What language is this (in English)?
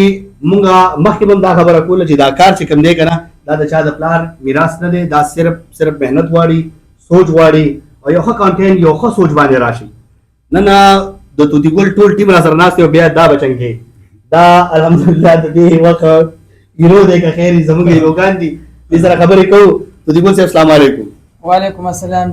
Pashto